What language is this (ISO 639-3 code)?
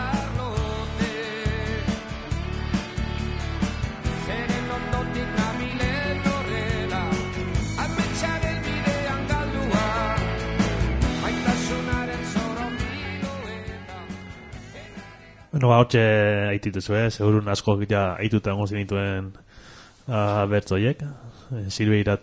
eus